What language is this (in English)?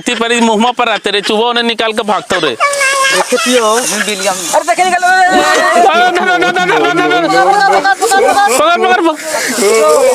Magahi